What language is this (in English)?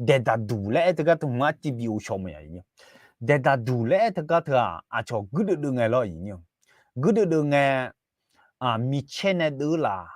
Akha